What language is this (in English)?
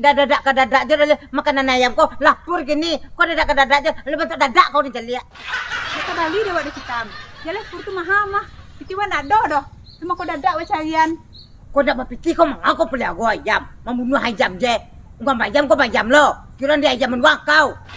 Minangkabau